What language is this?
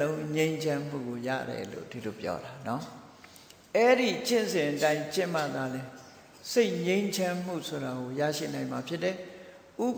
Burmese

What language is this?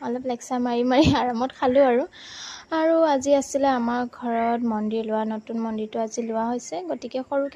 Assamese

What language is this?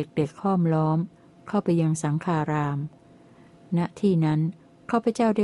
Thai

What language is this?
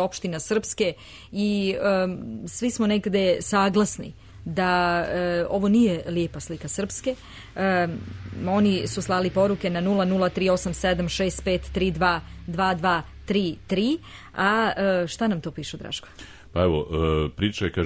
Serbian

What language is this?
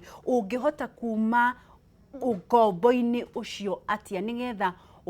Kikuyu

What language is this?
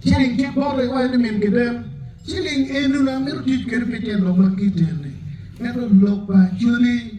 Acoli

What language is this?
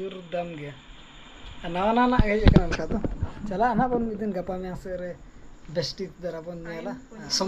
Santali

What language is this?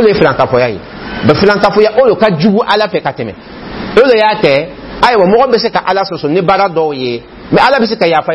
Dyula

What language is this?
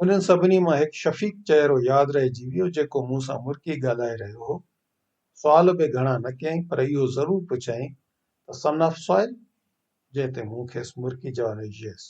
Sindhi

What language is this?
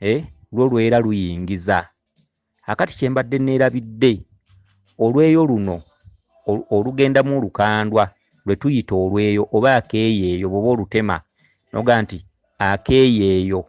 Ganda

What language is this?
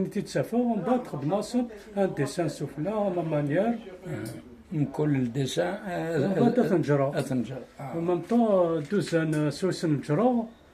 Kabyle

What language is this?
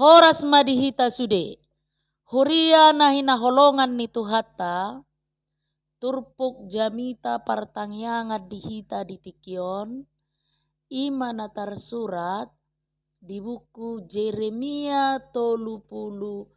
Batak Toba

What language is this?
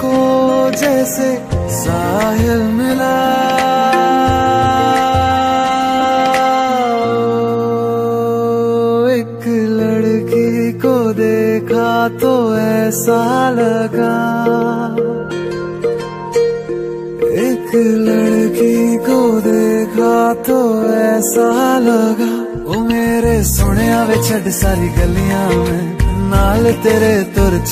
Hindi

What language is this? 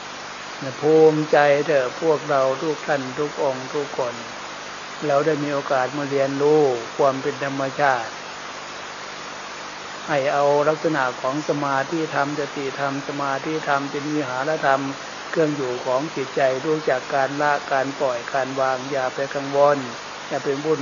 Thai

